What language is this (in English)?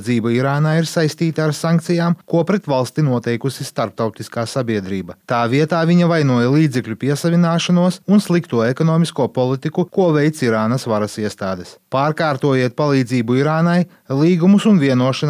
Latvian